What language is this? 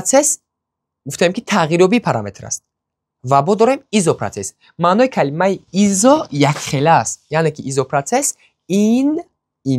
Tajik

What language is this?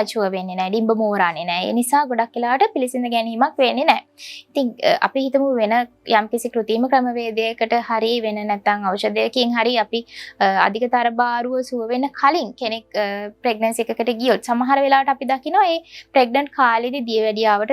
Sinhala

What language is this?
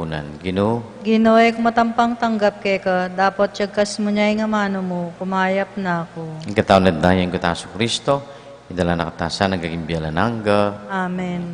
Pampanga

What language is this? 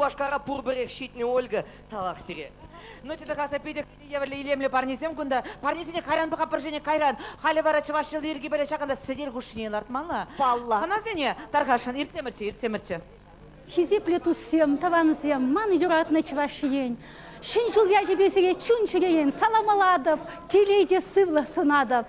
Chuvash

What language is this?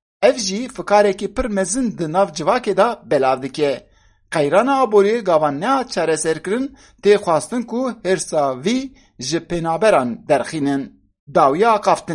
Kurdish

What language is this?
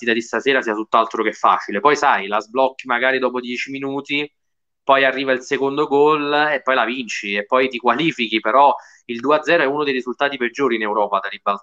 Italian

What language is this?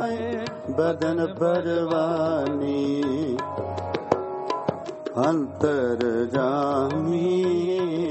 Punjabi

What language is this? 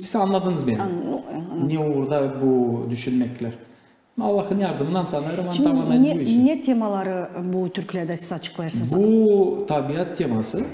Gagauz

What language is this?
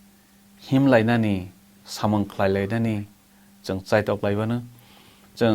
Kok Borok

